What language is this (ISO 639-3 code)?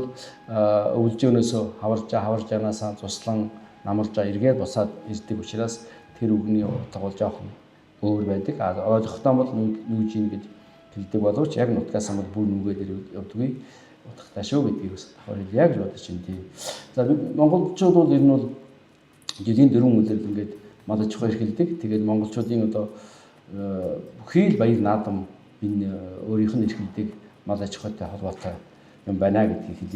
mon